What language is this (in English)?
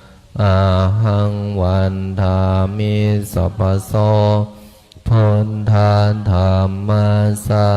Pali